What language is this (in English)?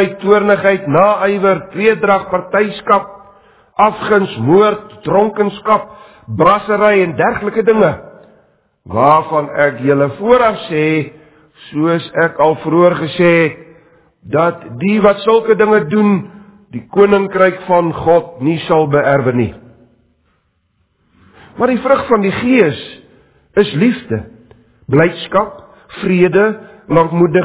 Afrikaans